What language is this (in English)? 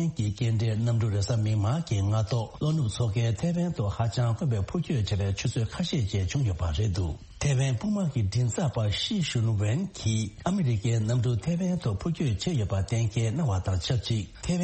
Tibetan